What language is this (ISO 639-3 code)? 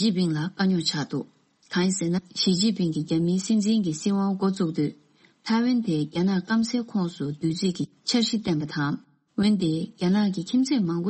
bod